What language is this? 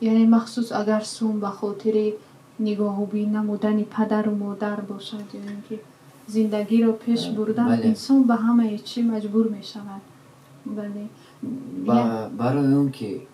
Tajik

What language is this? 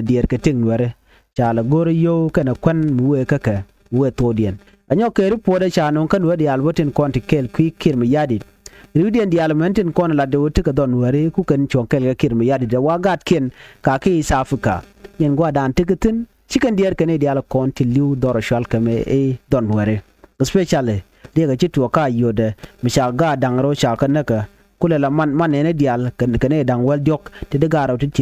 Nuer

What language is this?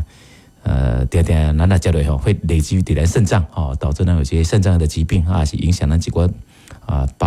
Min Nan Chinese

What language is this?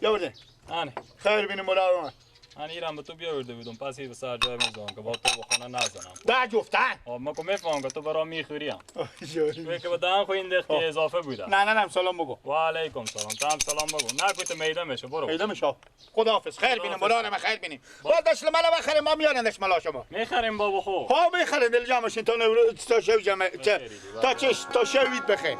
Persian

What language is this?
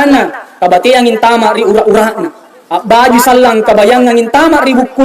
Makasar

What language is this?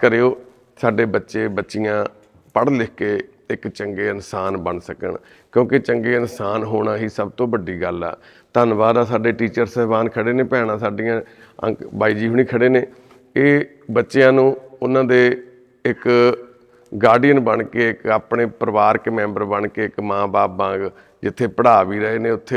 Punjabi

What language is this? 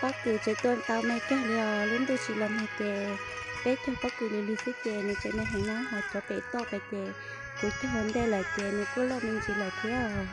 Hmong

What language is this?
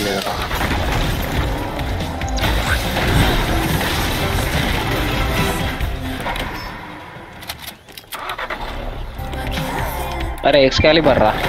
Telugu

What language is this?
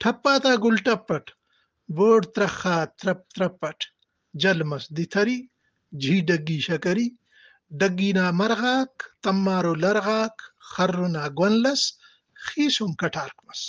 Brahui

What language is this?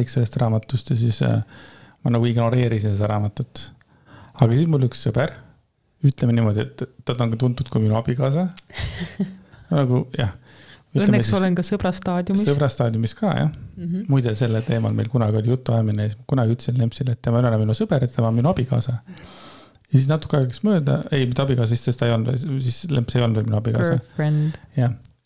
Estonian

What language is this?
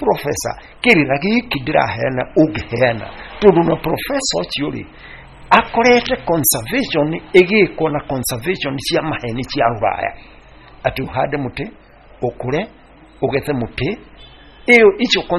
Kikuyu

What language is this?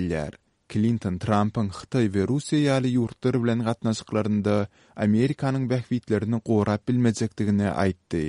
Kyrgyz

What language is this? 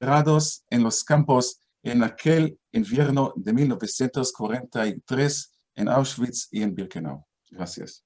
Ladino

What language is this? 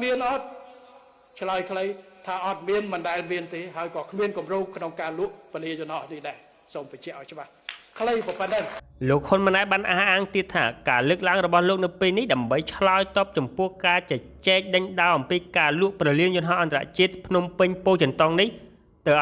Khmer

